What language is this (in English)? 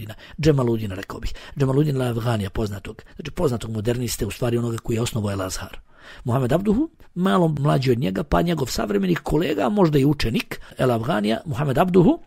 Bosnian